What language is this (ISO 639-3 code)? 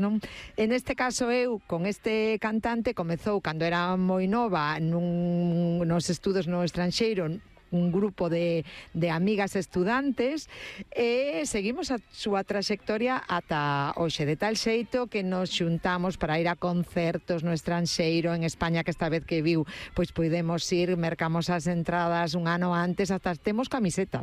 glg